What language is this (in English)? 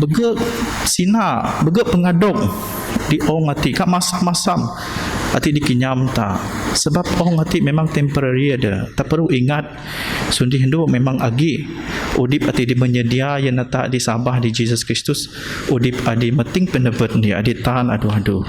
Biatah Bidayuh